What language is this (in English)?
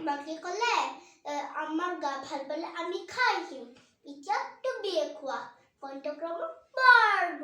Assamese